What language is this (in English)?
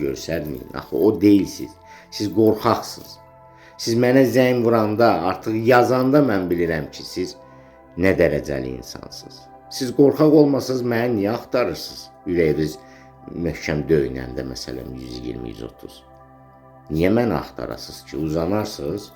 Azerbaijani